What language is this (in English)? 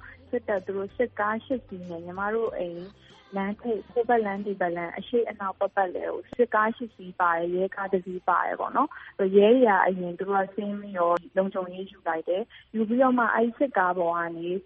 Burmese